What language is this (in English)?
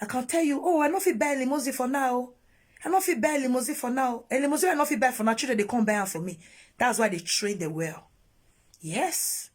Nigerian Pidgin